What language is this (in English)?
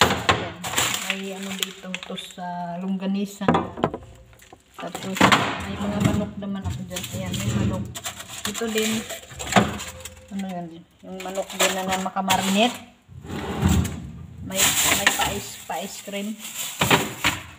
Filipino